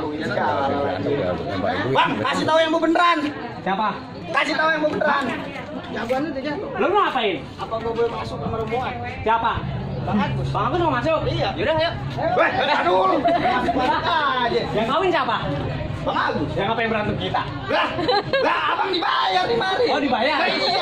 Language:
Betawi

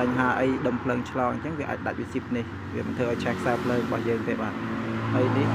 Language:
Khmer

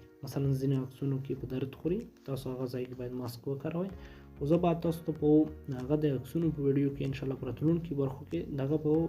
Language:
Pashto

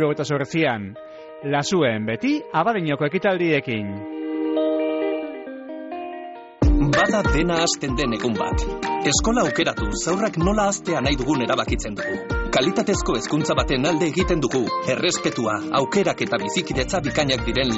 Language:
Basque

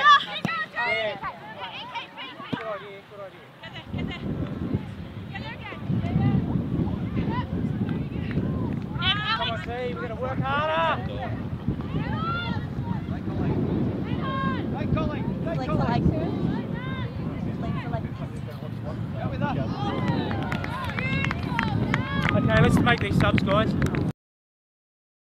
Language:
English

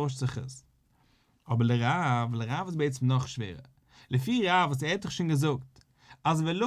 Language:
Yiddish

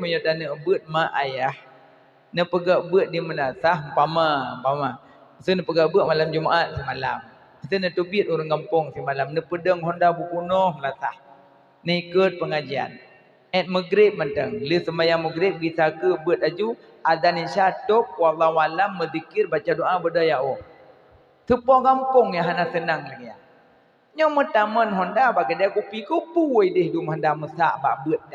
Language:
Achinese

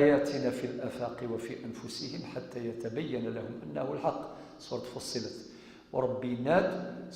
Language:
Kabyle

